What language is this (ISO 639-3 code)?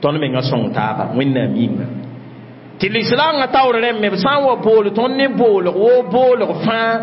mos